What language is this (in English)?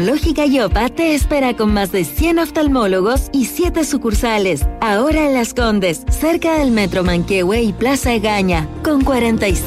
Spanish